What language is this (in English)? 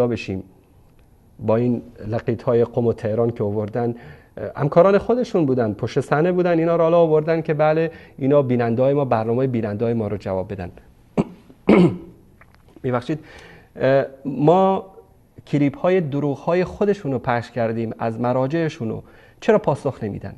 Persian